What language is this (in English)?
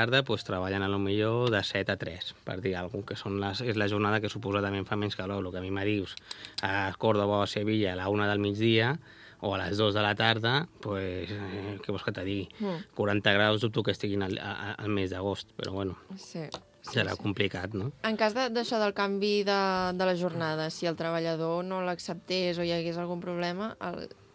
Catalan